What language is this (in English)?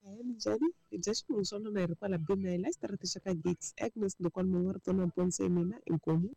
Tsonga